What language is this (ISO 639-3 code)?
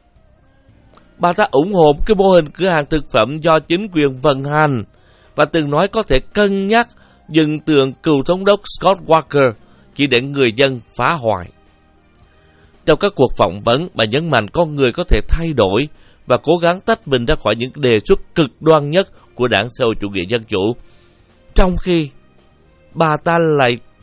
vie